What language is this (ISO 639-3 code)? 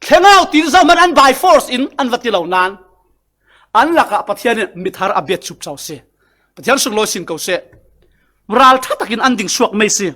cfm